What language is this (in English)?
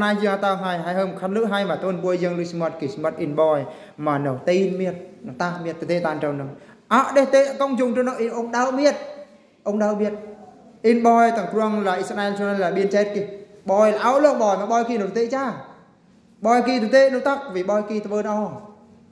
Eastern Bru